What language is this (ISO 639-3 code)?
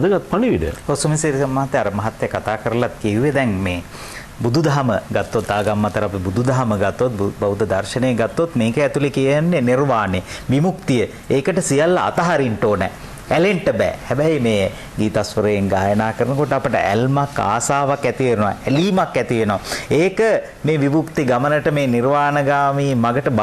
sin